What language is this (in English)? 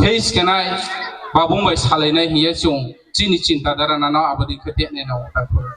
Riang (India)